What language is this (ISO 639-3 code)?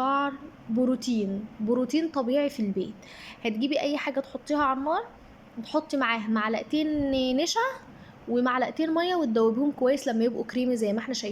arz